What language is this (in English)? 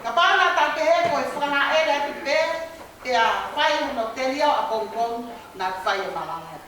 Tongan